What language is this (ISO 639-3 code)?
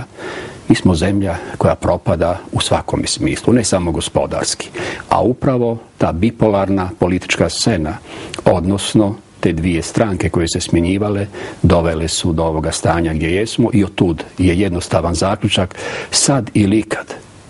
hrv